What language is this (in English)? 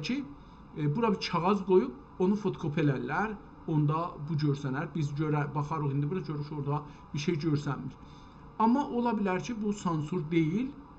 South Azerbaijani